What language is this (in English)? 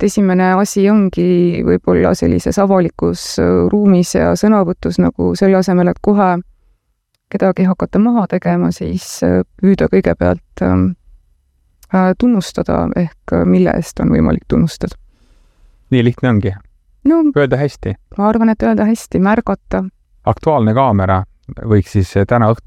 Estonian